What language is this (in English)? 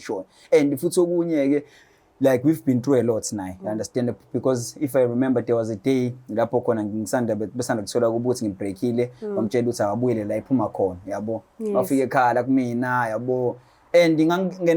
Zulu